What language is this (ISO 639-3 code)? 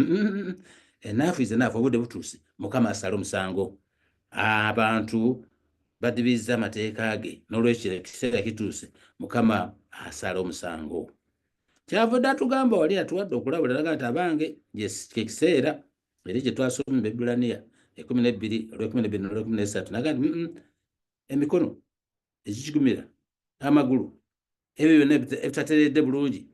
lug